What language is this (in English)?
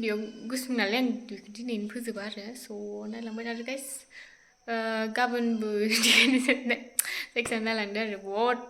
Bodo